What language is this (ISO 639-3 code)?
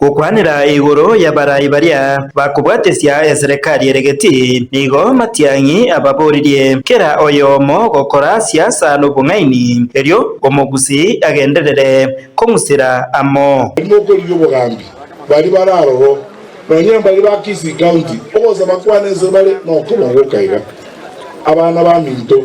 guz